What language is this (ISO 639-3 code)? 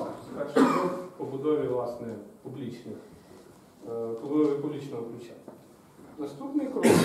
ukr